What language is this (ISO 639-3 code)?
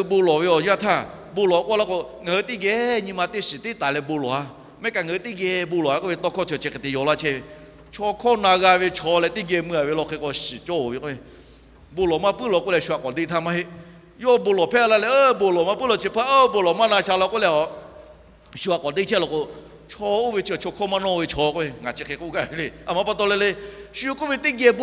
lhu